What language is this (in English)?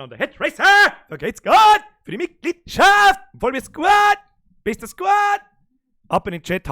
Bavarian